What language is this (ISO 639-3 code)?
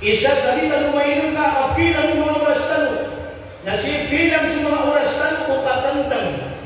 mrw